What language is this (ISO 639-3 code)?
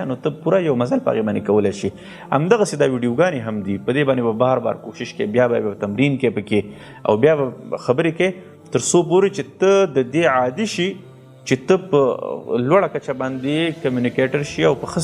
pus